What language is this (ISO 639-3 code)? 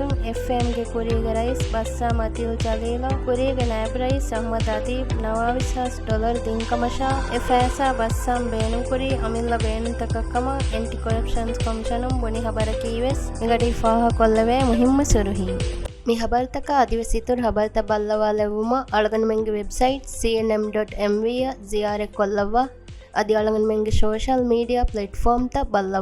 div